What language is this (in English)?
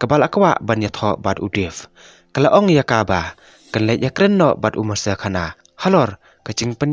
Khasi